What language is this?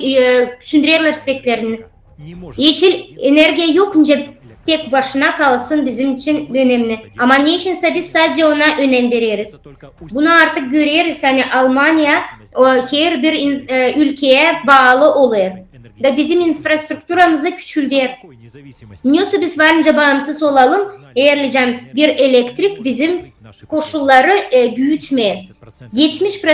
Gagauz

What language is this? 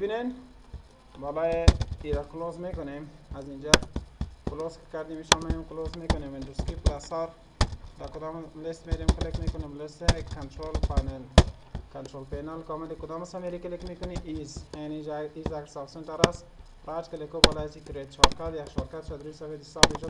Persian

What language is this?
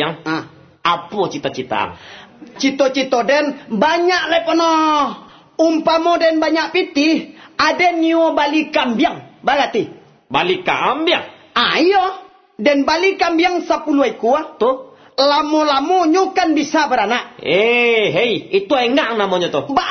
Minangkabau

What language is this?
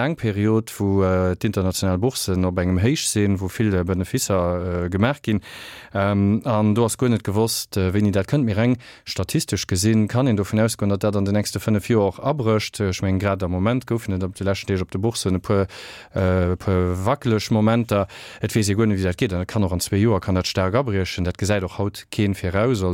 Luxembourgish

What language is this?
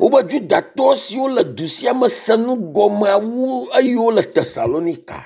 Ewe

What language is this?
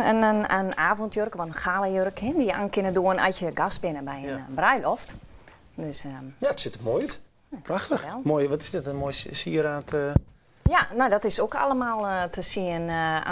Western Frisian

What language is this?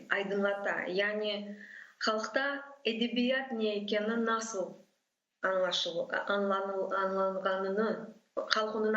Crimean Tatar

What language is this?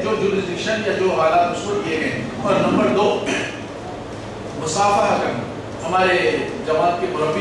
Urdu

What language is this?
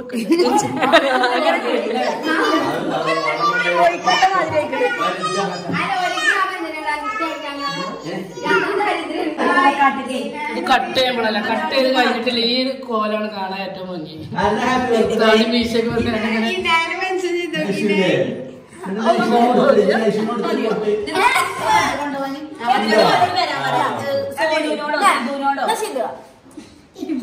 Malayalam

